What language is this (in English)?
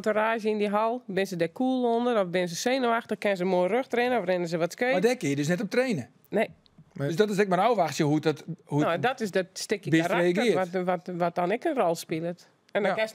Western Frisian